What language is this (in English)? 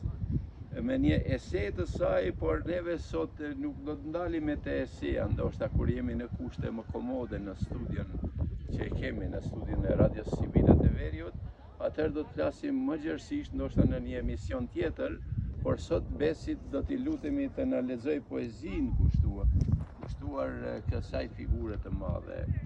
Albanian